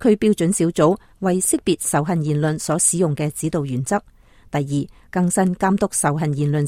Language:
Cantonese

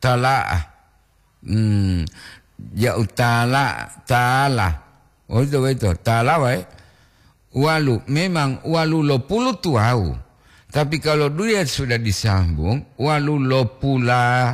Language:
Gorontalo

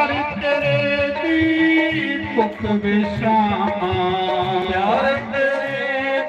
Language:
Dogri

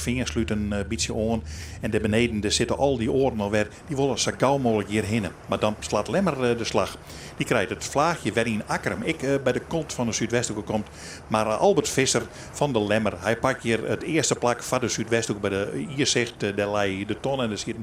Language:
Western Frisian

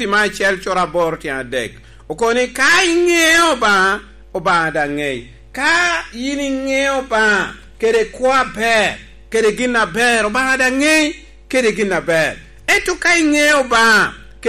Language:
Lango (Uganda)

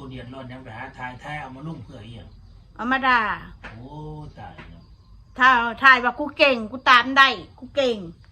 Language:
Northeastern Thai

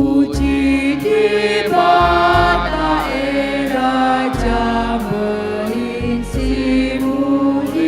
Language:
Batak Karo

